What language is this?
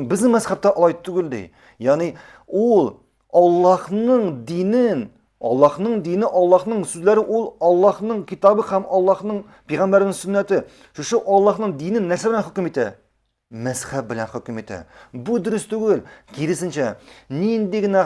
Tatar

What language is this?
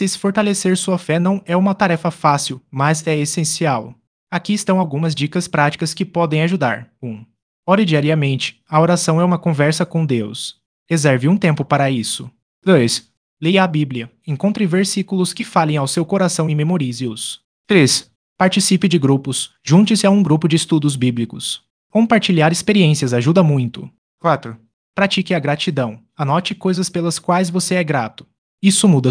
Portuguese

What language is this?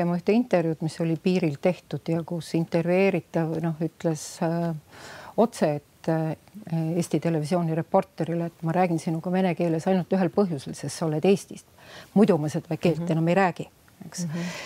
Estonian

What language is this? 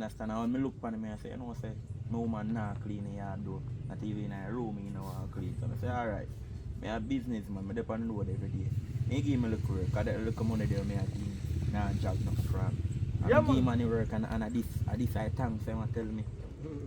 Jamaican Creole English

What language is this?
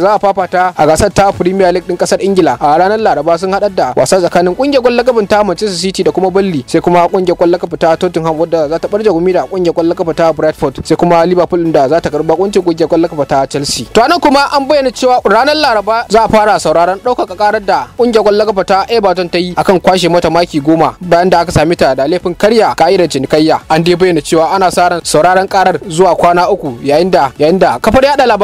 Hausa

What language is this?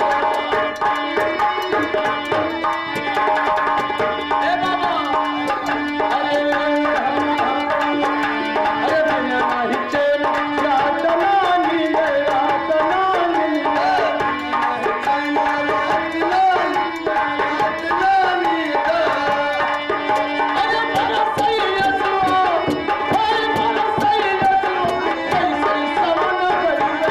Hindi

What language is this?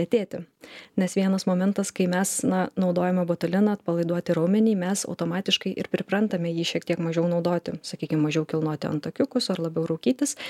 Lithuanian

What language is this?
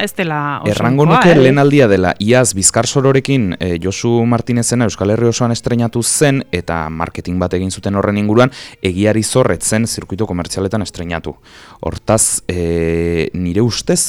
Basque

